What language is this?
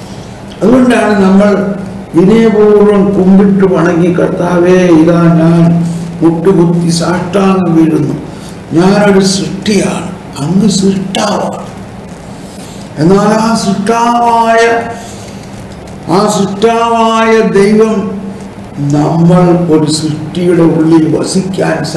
Malayalam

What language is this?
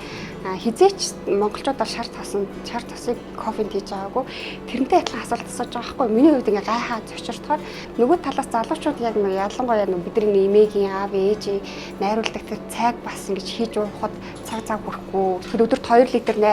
Mongolian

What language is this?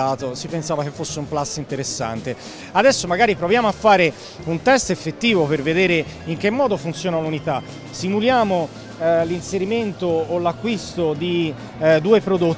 Italian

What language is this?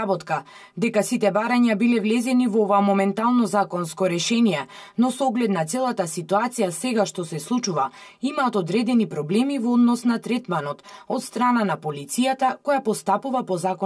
Macedonian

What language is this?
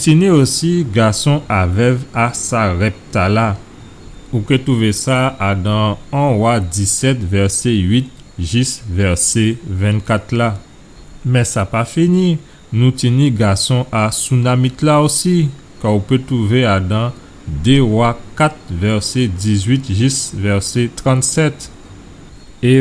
Guadeloupean Creole French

